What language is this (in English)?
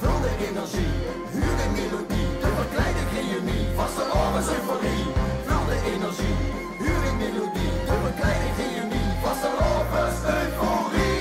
Limburgish